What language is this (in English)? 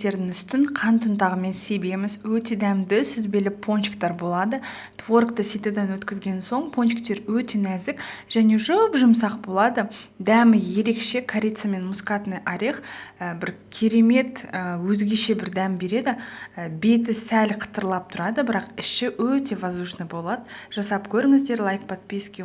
Kazakh